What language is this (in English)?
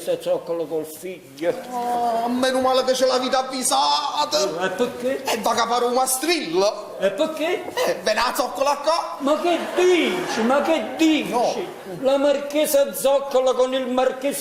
Neapolitan